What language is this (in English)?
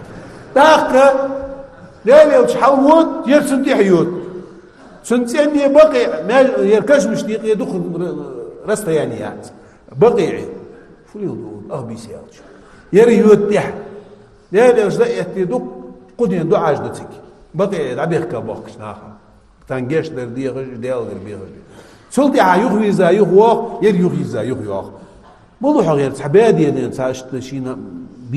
Ingush